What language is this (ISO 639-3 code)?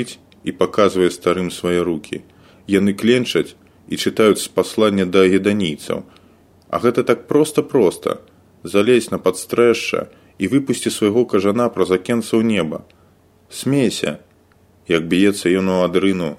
bel